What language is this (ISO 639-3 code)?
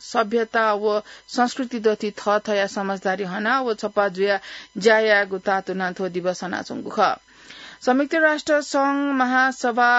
new